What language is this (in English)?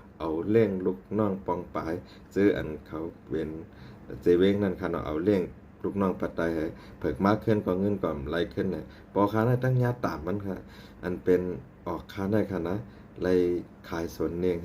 Shan